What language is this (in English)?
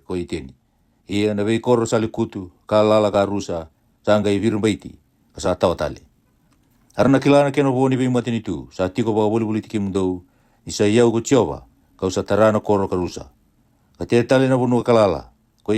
Fijian